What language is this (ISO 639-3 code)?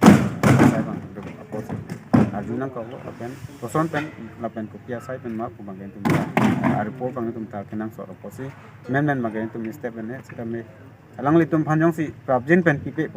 mjw